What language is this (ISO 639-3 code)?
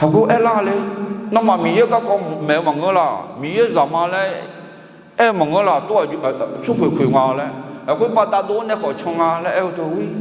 ahk